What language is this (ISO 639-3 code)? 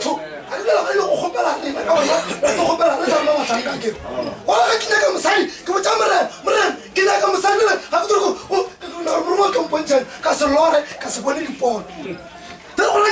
nso